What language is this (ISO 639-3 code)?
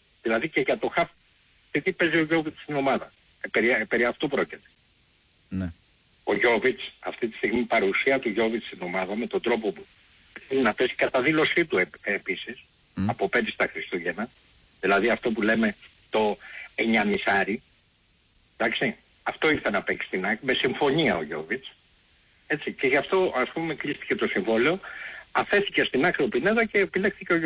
ell